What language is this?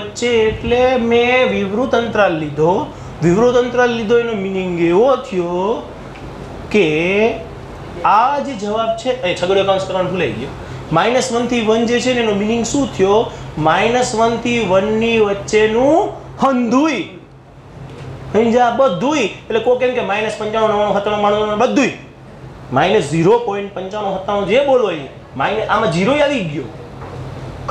Gujarati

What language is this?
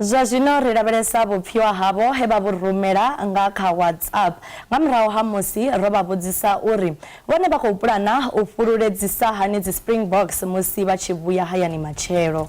Venda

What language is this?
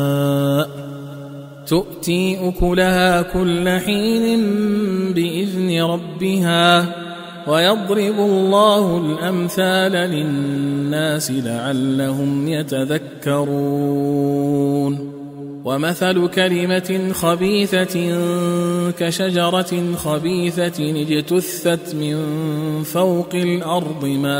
Arabic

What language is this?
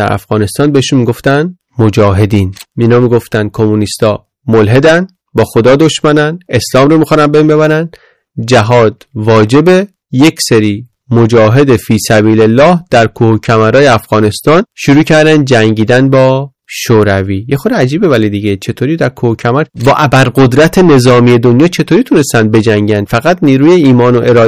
Persian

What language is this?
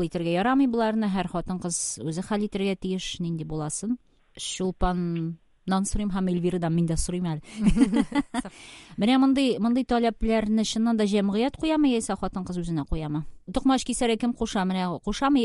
Tatar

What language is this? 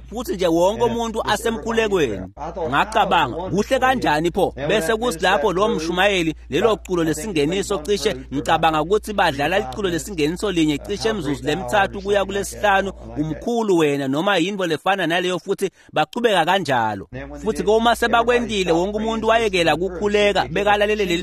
Swati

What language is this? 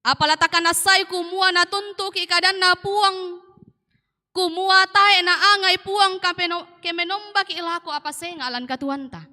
Toraja-Sa'dan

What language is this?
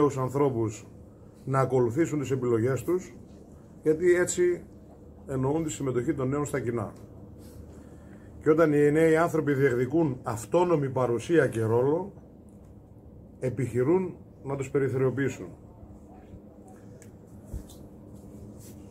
Greek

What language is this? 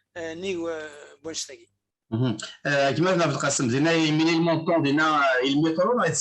Kabyle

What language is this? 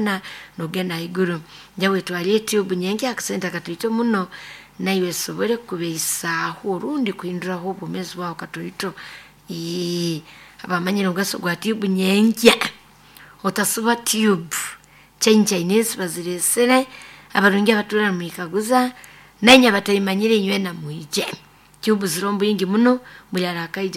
Nyoro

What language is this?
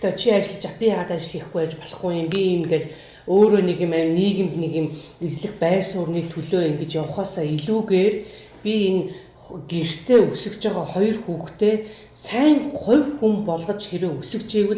Mongolian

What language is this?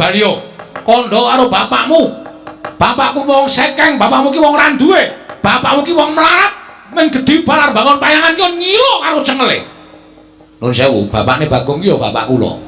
Javanese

